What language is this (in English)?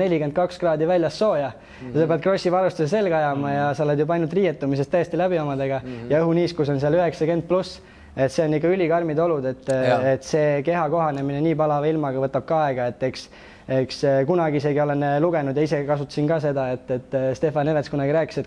Estonian